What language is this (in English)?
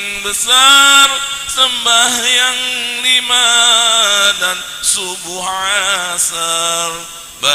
Betawi